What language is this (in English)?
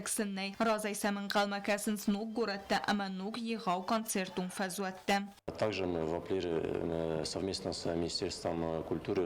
Ossetic